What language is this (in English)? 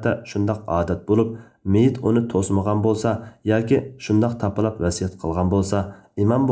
Uyghur